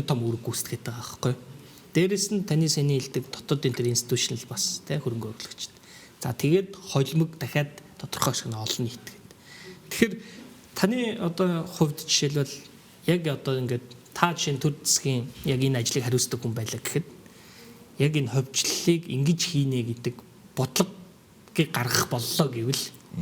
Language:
Mongolian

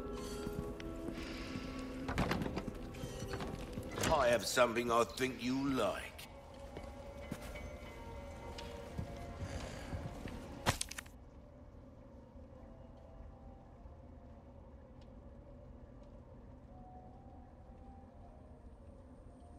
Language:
English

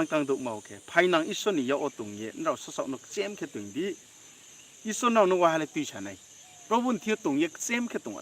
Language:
Riang (India)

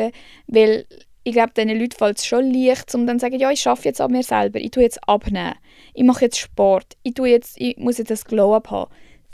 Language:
Swiss German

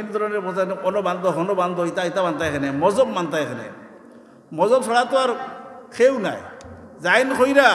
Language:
Sylheti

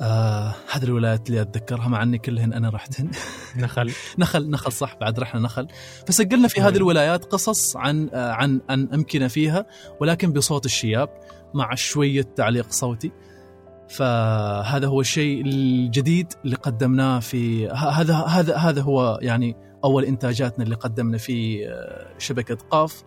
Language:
Gulf Arabic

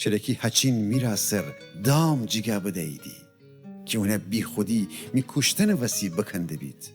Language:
Gilaki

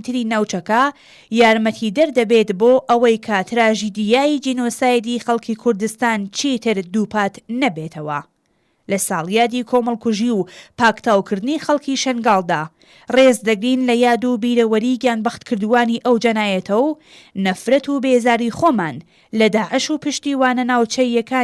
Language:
Central Kurdish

